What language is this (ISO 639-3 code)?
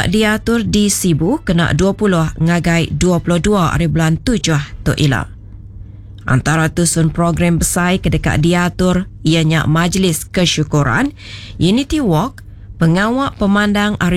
iba